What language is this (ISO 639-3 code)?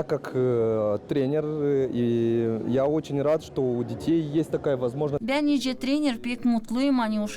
gag